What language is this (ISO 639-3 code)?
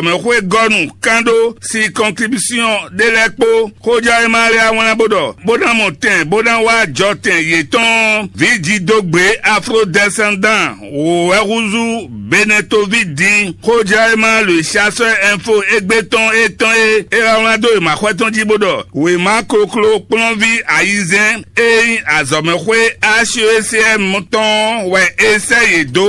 fon